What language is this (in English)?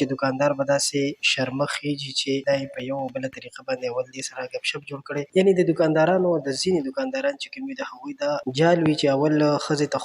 Pashto